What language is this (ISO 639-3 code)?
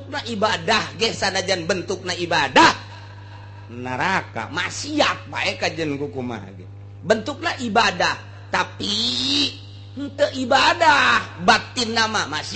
sun